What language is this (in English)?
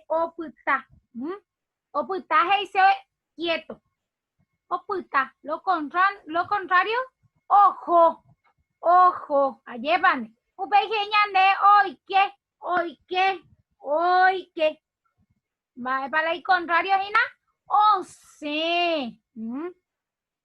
Guarani